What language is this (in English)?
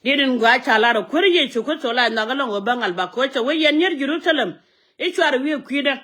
Nuer